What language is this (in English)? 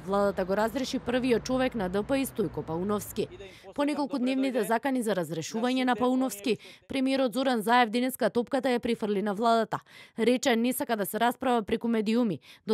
Macedonian